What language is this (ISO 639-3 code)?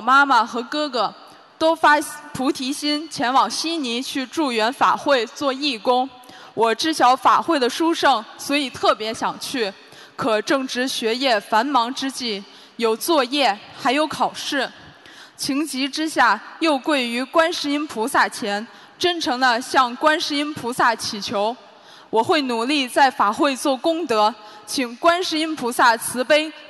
zho